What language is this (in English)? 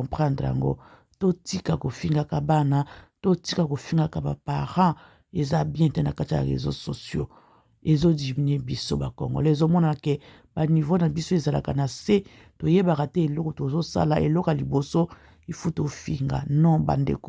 Lingala